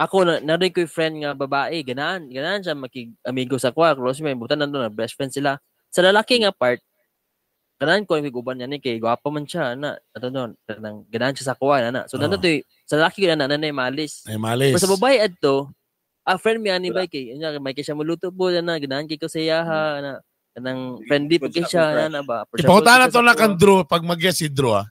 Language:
Cebuano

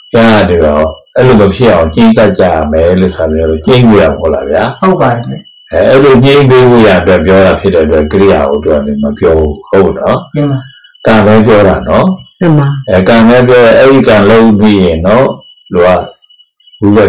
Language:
Burmese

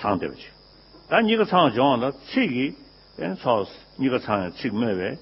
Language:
Tibetan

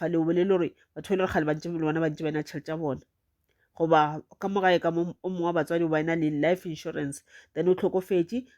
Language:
Northern Sotho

